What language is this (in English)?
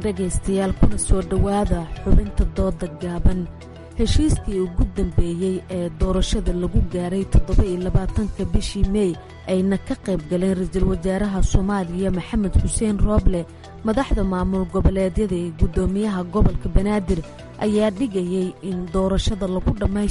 Somali